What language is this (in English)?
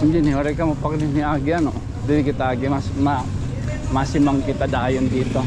Waray